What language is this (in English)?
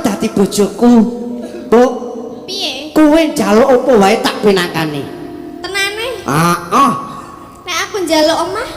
Javanese